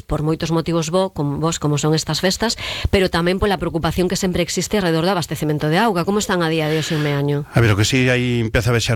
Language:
Galician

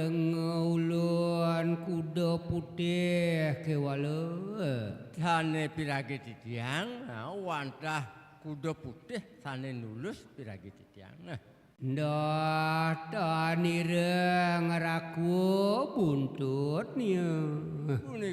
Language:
Balinese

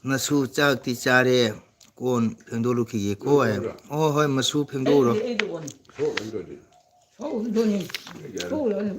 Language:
Manipuri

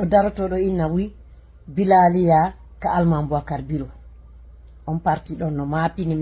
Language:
Fula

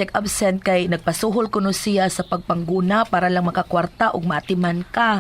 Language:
Cebuano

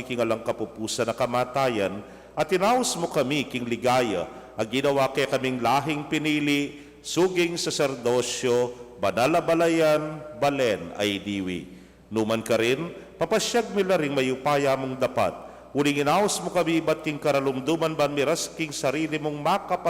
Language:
Pampanga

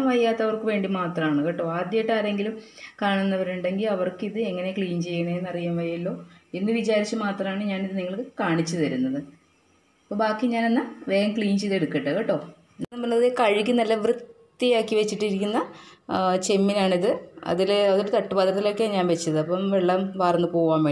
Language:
Malayalam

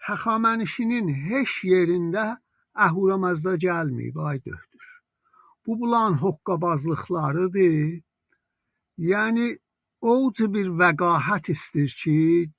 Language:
South Azerbaijani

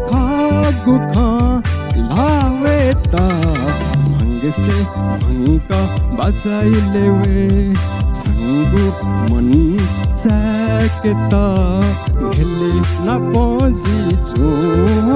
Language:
Newari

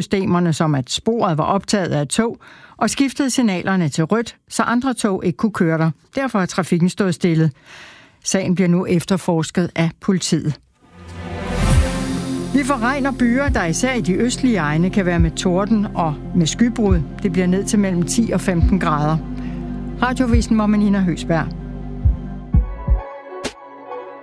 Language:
Danish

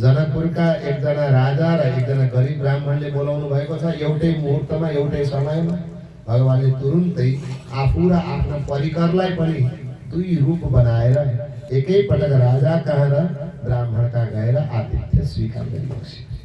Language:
Nepali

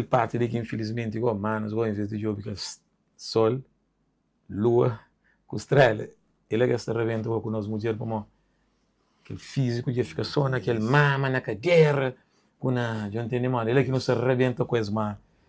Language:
Kabuverdianu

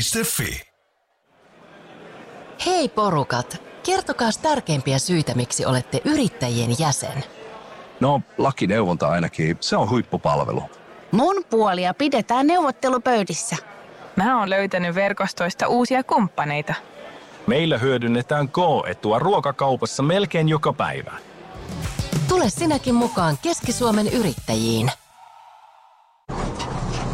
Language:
Finnish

